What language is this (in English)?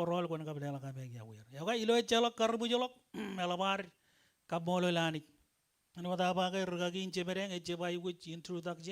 Marshallese